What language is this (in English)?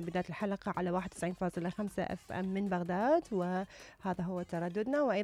Mesopotamian Arabic